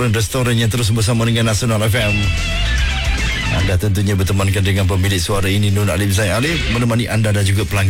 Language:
Malay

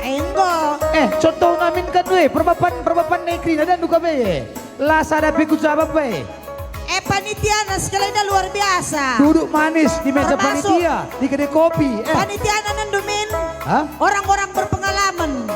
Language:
Batak Karo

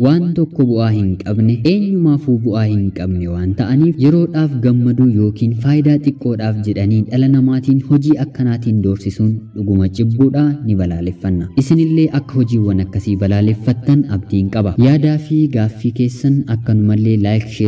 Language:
Oromo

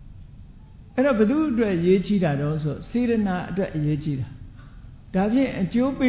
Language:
Burmese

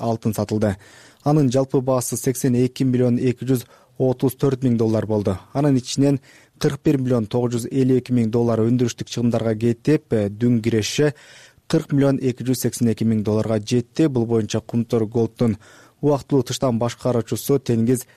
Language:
Kyrgyz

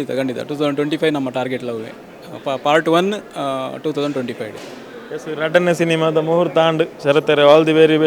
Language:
Tulu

